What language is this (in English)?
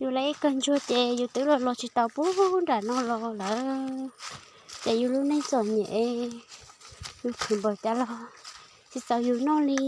Hmong